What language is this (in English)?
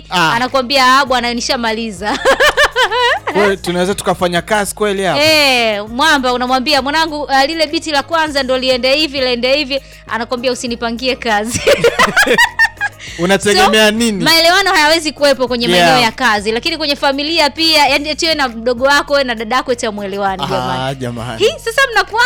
Swahili